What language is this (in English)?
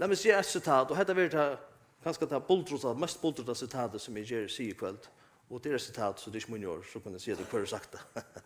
Faroese